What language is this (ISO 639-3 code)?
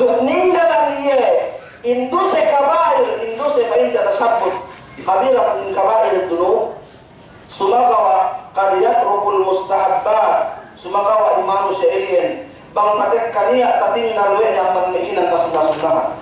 yka